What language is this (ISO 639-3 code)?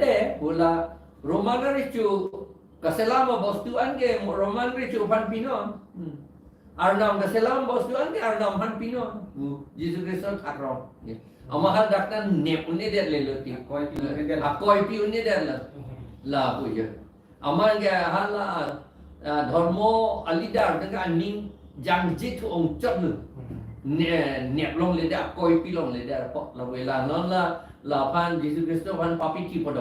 mjw